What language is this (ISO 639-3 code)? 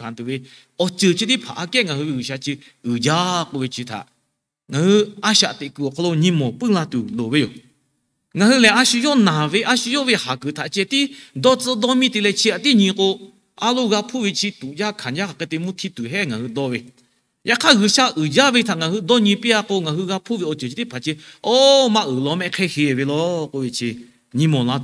lhu